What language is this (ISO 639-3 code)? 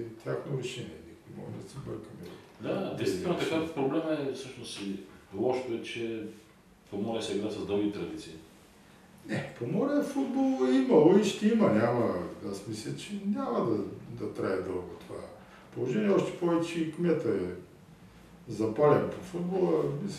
bul